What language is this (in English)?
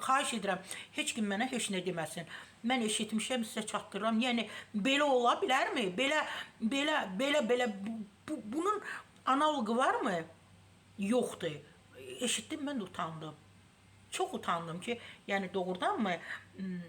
Azerbaijani